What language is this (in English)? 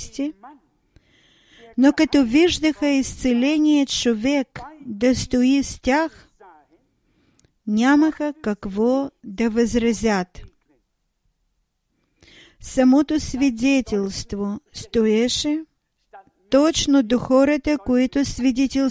Bulgarian